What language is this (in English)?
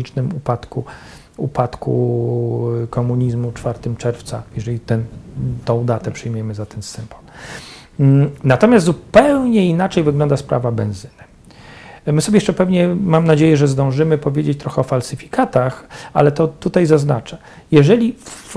Polish